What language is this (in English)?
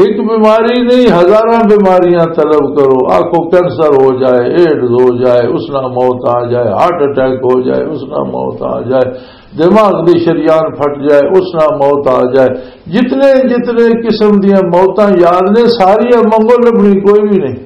Western Panjabi